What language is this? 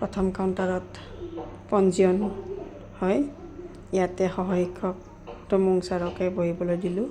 Assamese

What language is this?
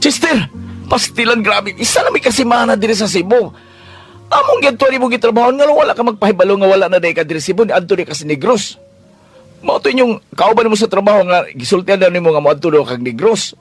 Cebuano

